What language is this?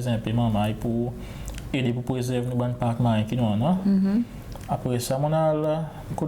Seselwa Creole French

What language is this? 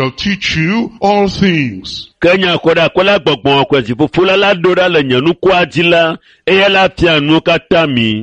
Ewe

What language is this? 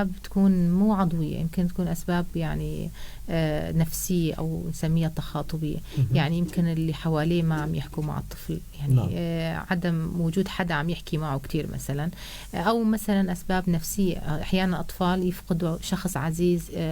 North Levantine Arabic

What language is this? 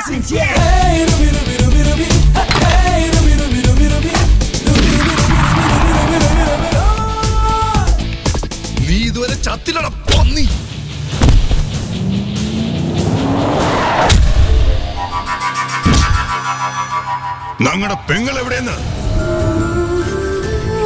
Malayalam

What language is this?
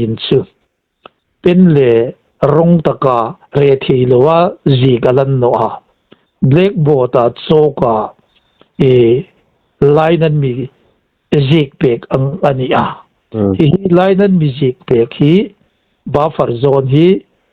Hmar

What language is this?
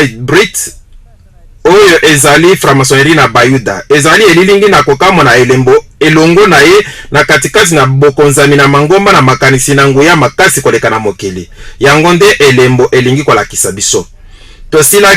Lingala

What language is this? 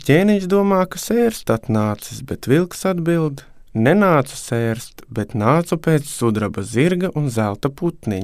Latvian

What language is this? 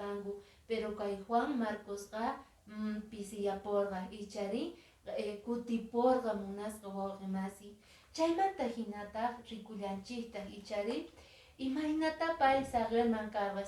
Quechua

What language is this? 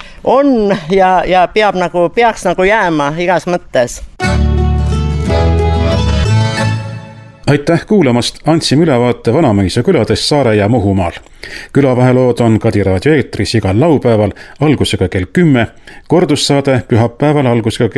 Estonian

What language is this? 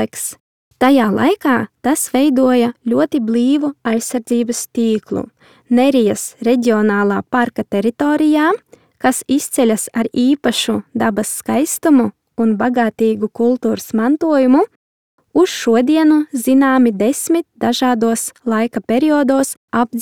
Latvian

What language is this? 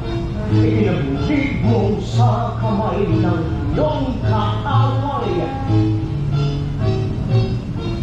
Filipino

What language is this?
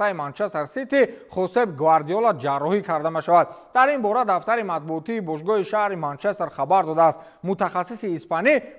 Tajik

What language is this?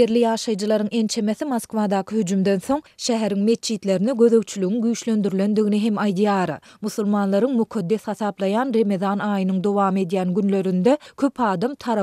Turkmen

